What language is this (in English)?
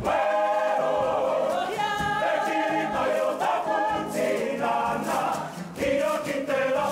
Māori